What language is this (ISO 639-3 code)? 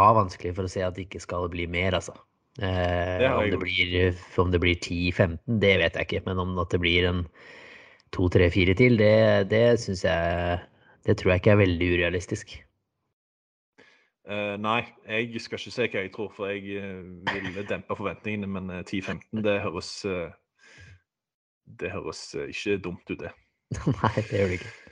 nor